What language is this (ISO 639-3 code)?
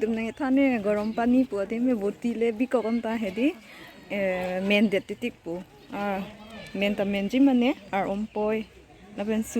mjw